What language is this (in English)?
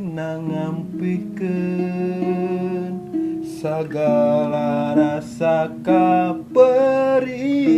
Sundanese